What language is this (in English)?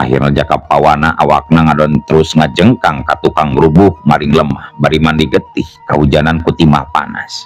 Sundanese